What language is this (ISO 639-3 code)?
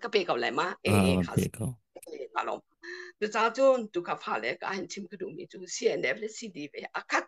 cnh